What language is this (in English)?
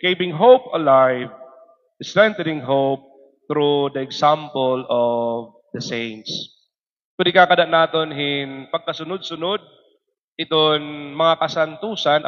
Waray